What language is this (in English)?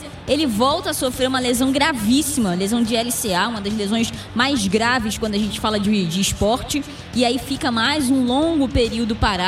Portuguese